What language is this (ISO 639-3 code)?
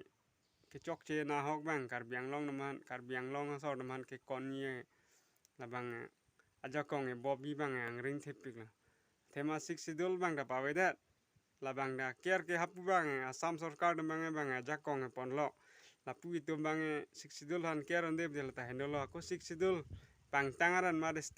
mjw